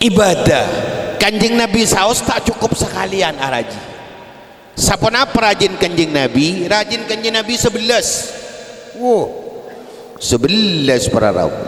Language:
Madurese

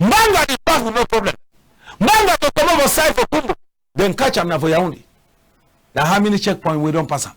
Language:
Cameroon Pidgin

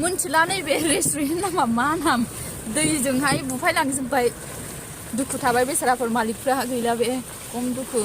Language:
Bodo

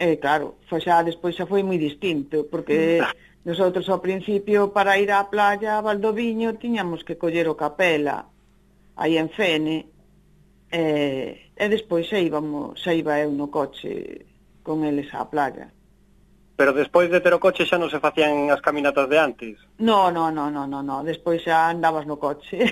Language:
Galician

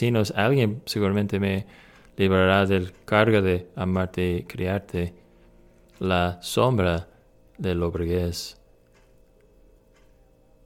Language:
Spanish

